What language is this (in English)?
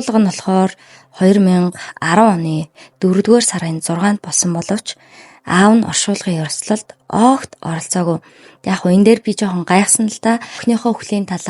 Mongolian